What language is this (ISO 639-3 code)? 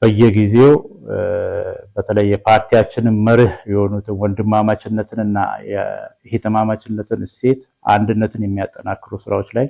amh